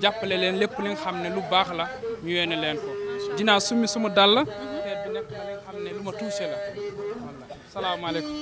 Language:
Wolof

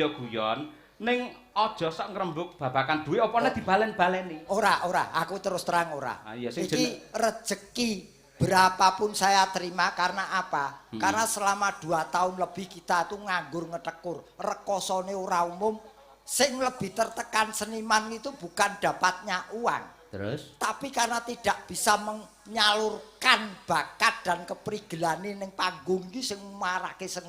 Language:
Javanese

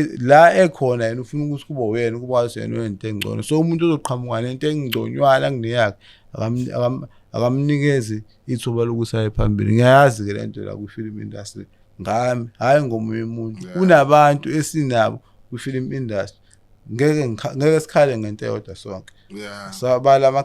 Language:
Zulu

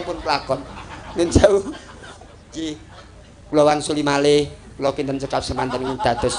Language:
Javanese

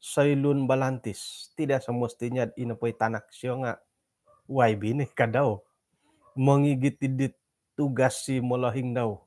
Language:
Central Dusun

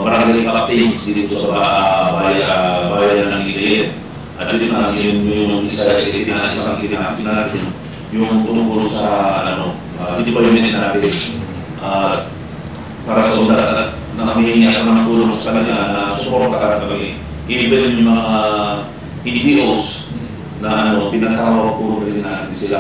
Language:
Pangasinan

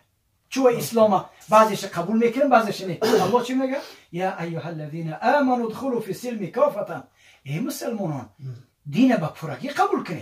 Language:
Tajik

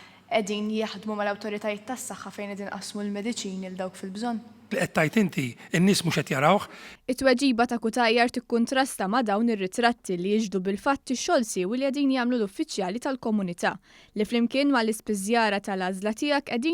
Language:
Maltese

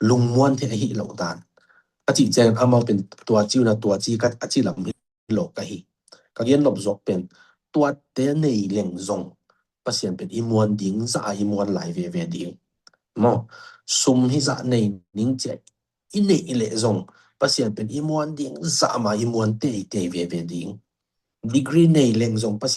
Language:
Tedim Chin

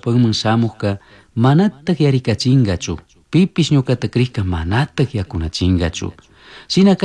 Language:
Chimborazo Highland Quichua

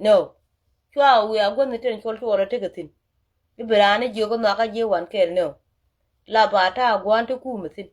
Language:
Nuer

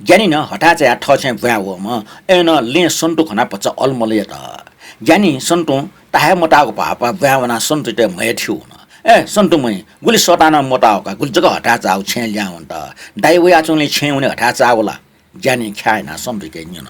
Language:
Newari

